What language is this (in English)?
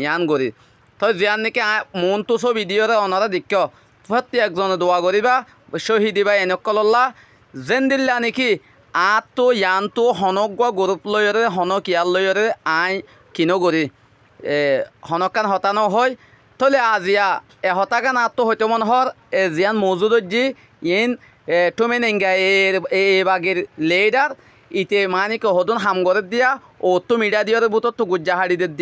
Rohingya